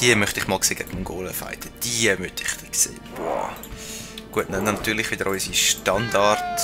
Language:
Swiss German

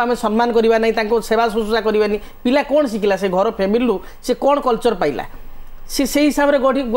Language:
Odia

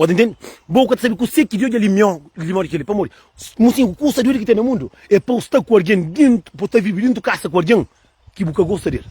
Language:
Kabuverdianu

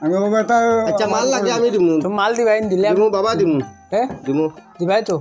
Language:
Sylheti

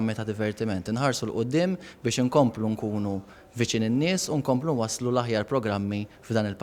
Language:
Maltese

